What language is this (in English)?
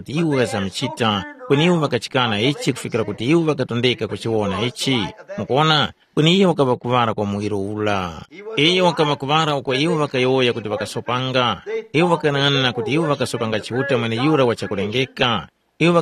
Tumbuka